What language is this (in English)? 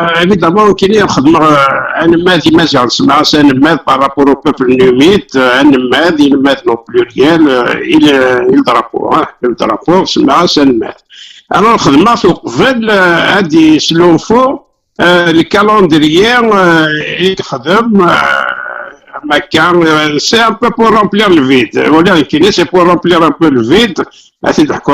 Kabyle